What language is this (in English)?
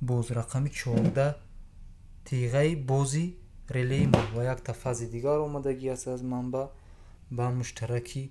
Tajik